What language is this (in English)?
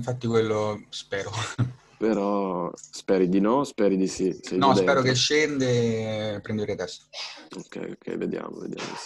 Italian